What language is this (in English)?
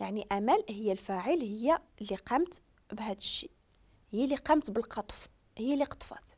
Moroccan Arabic